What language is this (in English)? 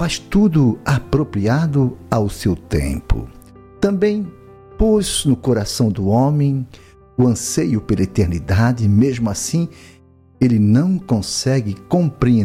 Portuguese